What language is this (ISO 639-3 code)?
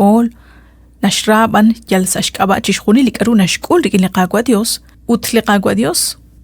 kek